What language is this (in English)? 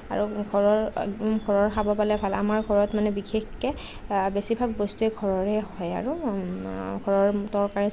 Assamese